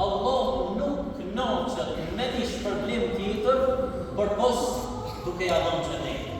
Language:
Albanian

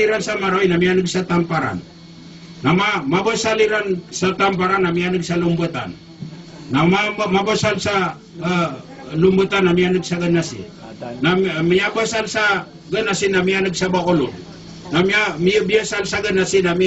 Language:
Maranao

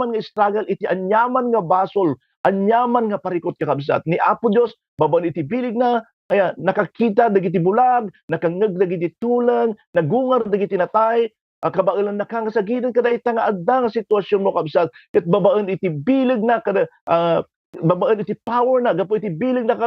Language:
Iloko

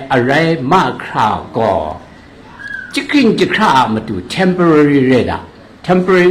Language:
Kachin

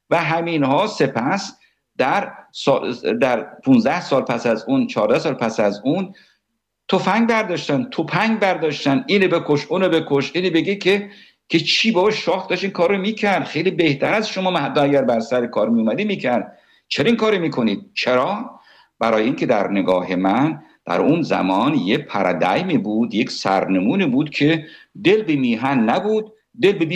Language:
Persian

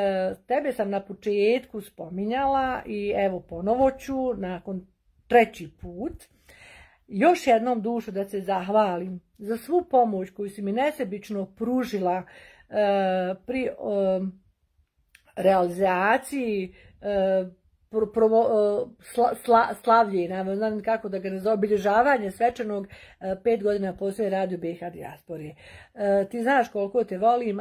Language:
Bosnian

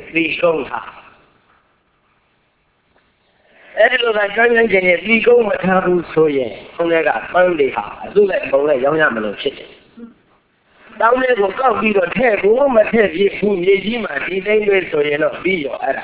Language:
Burmese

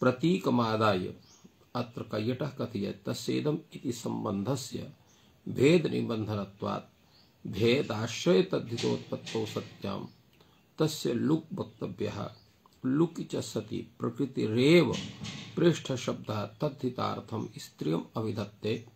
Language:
Sanskrit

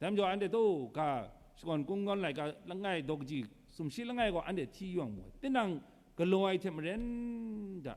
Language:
Kachin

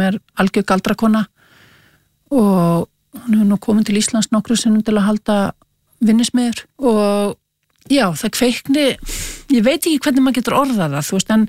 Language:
Icelandic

